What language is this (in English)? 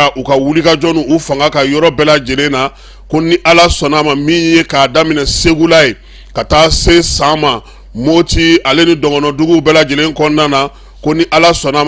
Bambara